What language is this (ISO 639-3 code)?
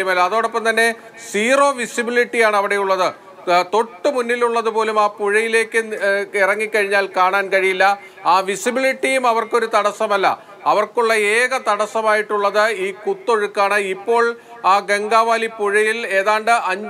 mal